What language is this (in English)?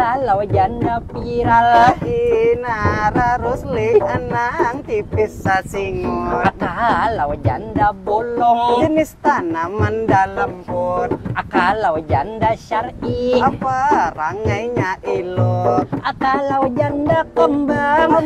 Banjar